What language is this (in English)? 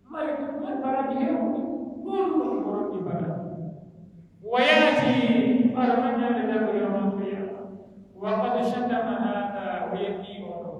Pular